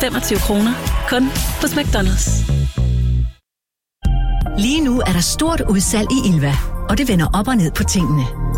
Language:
Danish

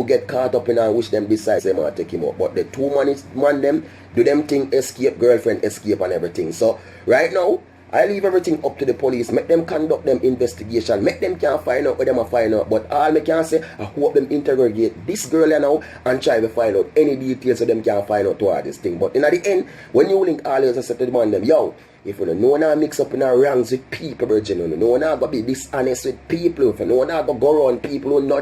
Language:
Jamaican Creole English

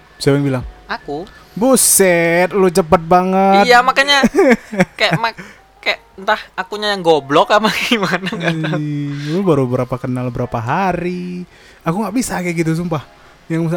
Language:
Indonesian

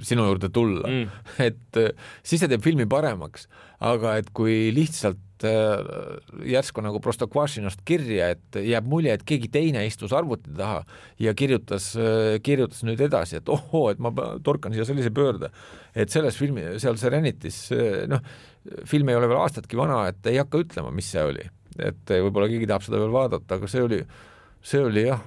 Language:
Estonian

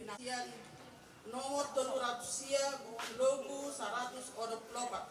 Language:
Batak Toba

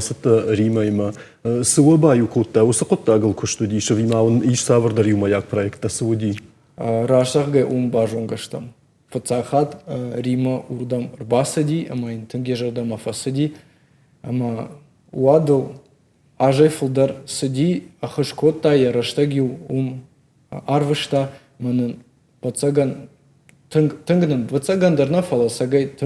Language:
Ossetic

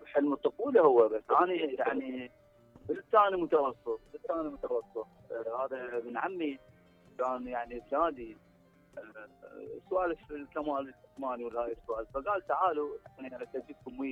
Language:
Mesopotamian Arabic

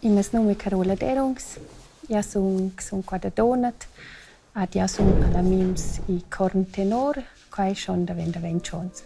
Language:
Romansh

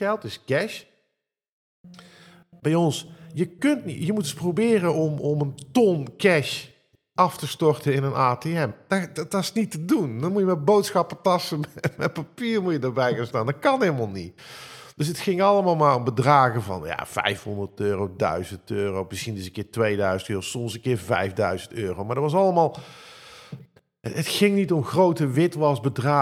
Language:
Dutch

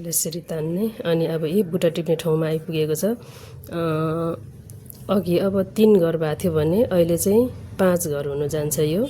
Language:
Nepali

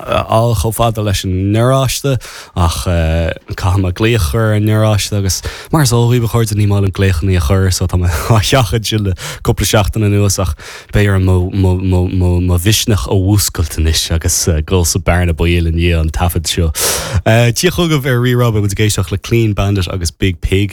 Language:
Irish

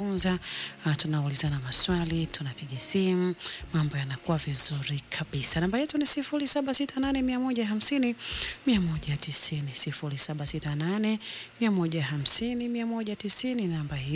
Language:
Swahili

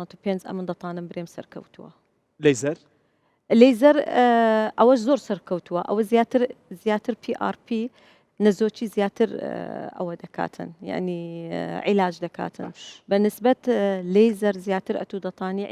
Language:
Central Kurdish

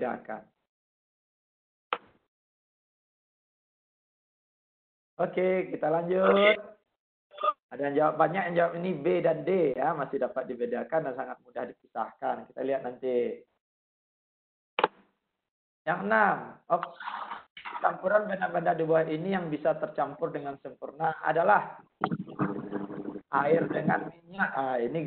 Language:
Indonesian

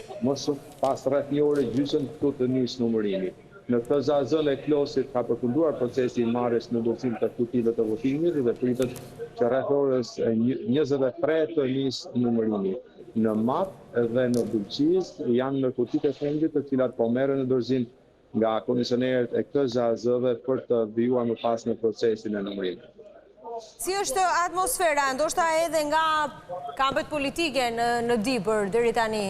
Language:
Albanian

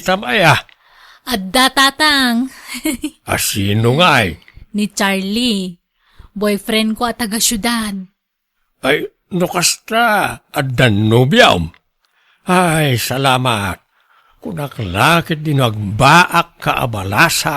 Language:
Iloko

